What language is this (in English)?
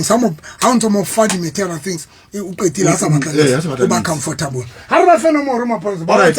Southern Sotho